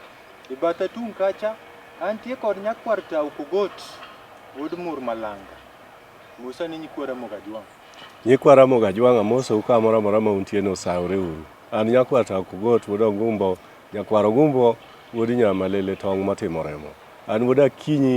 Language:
Luo (Kenya and Tanzania)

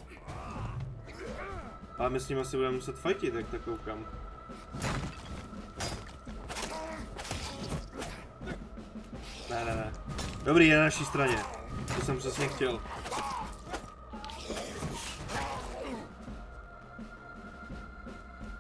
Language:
Czech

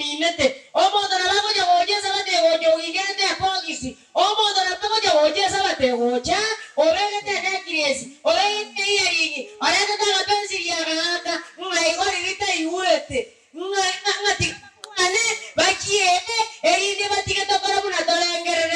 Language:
Gusii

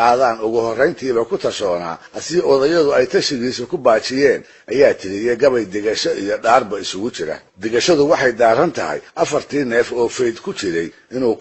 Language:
Somali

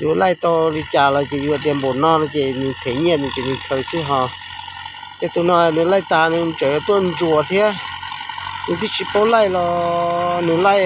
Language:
Hmong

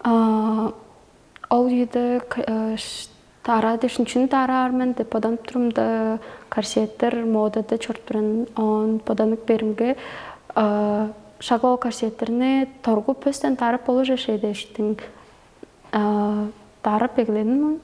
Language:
Tuvinian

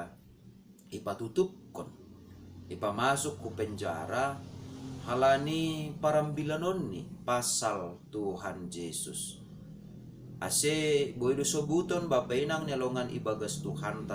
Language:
Batak Simalungun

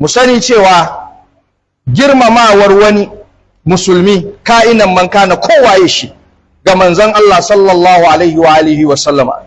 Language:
Hausa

